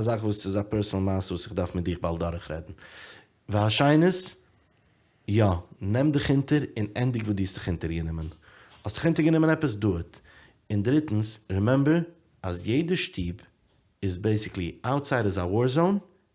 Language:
Yiddish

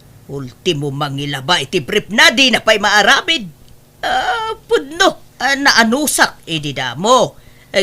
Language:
Iloko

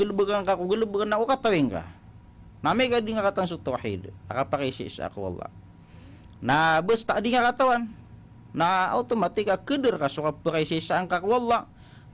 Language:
Maranao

